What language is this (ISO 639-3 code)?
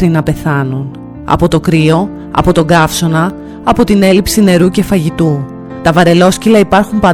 ell